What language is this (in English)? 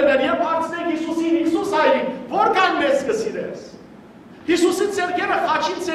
Western Armenian